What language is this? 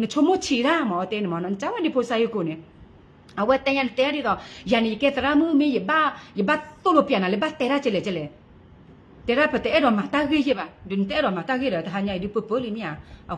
S'gaw Karen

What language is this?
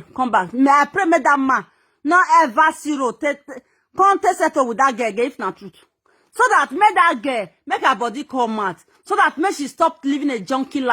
Nigerian Pidgin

